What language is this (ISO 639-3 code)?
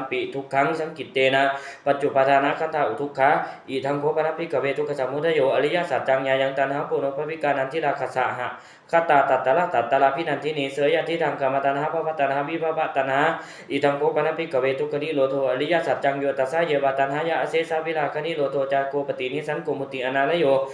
pli